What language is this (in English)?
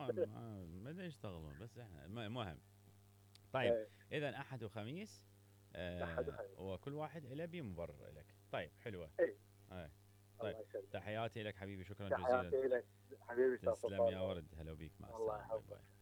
Mesopotamian Arabic